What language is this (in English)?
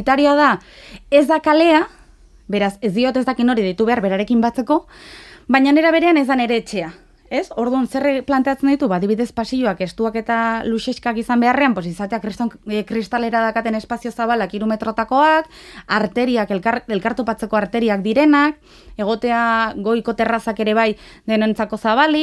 Basque